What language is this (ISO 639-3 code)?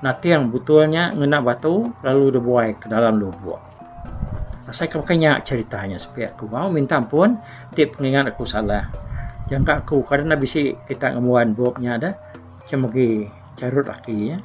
iba